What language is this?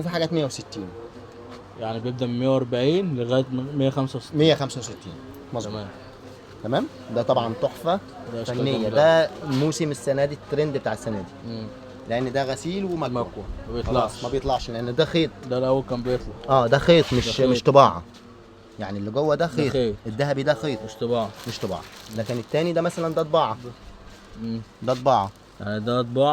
Egyptian Arabic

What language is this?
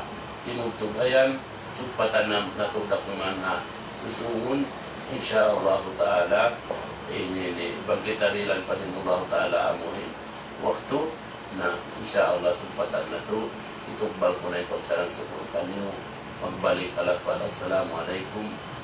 Tausug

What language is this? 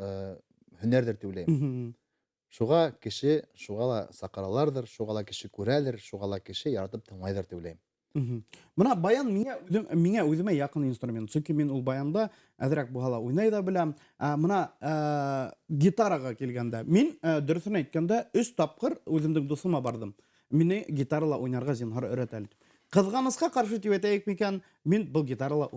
Bashkir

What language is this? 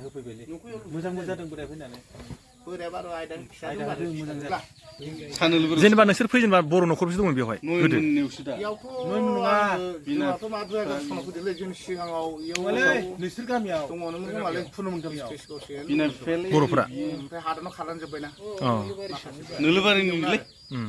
Bodo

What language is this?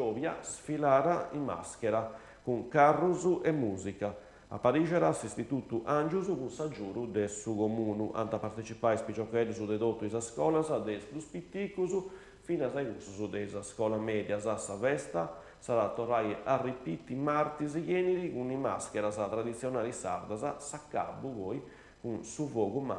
Sardinian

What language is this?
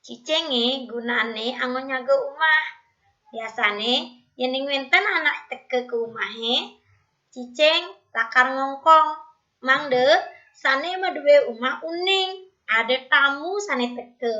Balinese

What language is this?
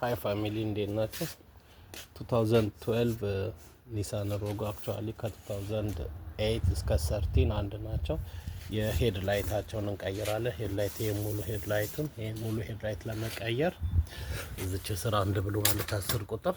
Amharic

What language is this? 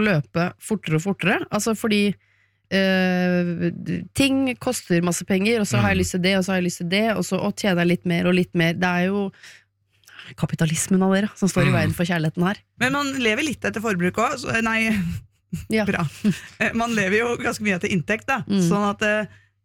Norwegian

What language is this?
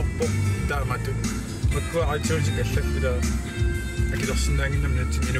Kalaallisut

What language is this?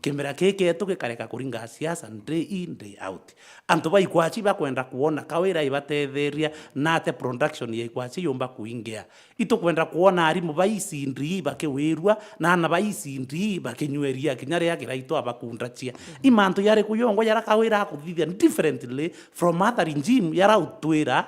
Meru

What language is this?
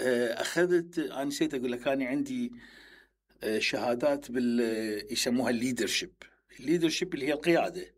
Mesopotamian Arabic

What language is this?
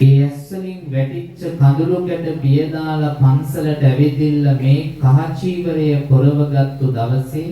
Sinhala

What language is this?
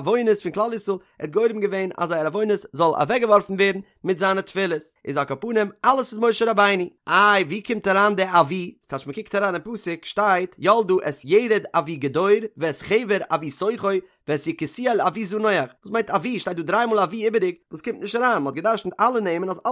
Yiddish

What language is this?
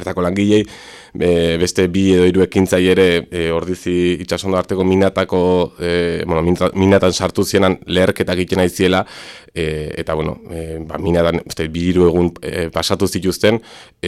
Basque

